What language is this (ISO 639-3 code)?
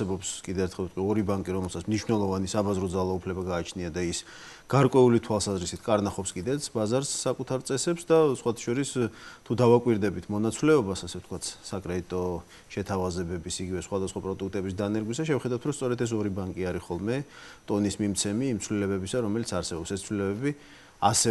kat